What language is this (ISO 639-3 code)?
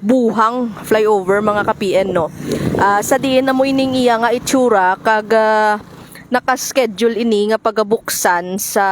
hil